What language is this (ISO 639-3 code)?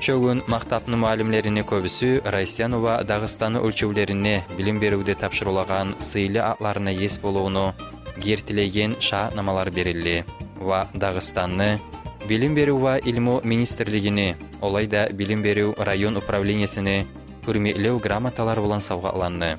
kum